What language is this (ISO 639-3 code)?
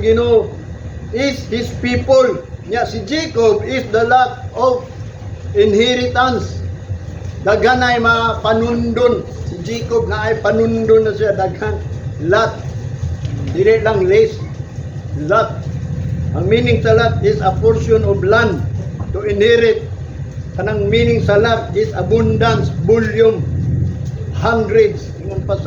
ceb